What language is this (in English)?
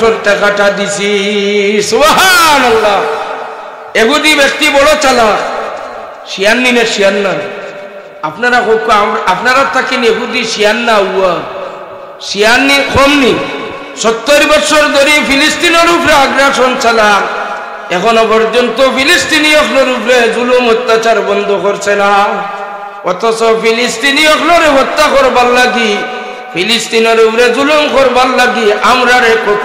Sylheti